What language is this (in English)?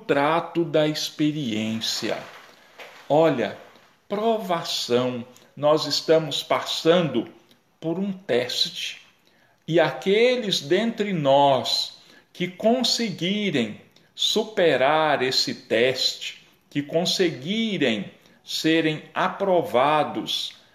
Portuguese